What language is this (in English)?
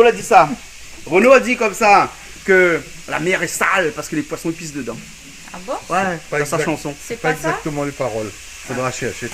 Réunion Creole French